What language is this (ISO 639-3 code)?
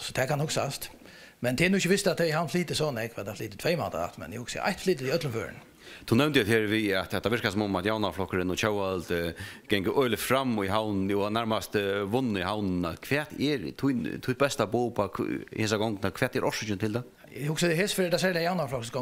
fao